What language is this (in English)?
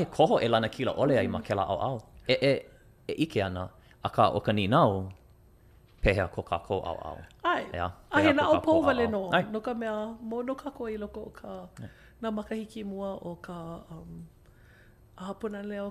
Hawaiian